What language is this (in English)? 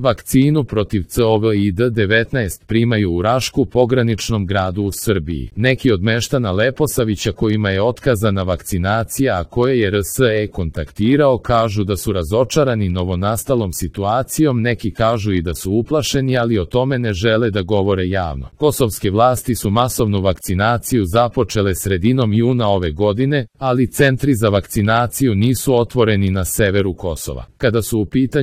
Serbian